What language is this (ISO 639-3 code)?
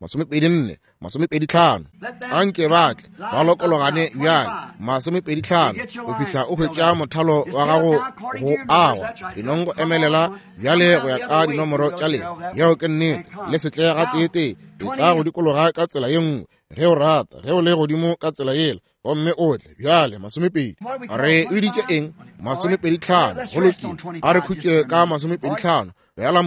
nso